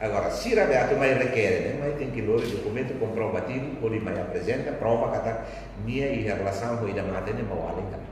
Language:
Tetum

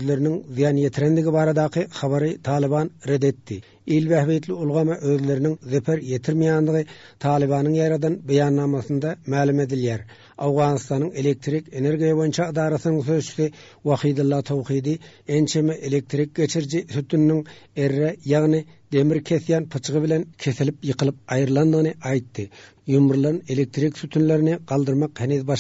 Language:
Turkmen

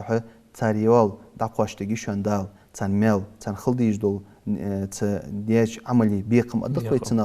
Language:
Ingush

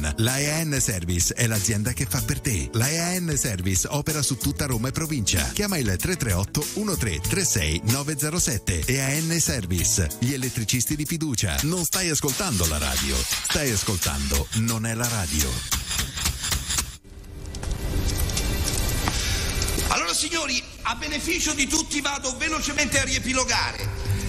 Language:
Italian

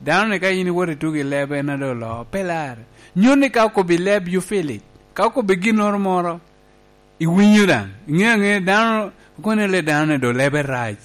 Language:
Lango (Uganda)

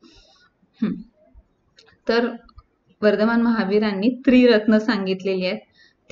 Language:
Marathi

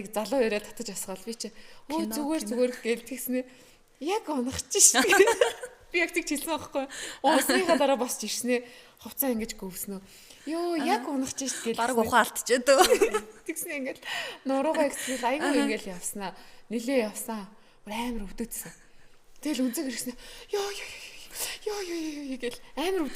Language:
Mongolian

